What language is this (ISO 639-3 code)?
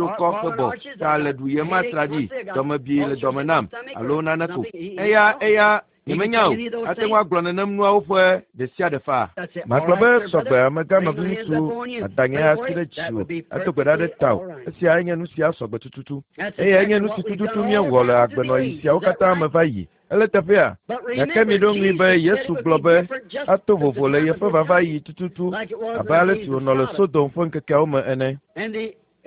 ewe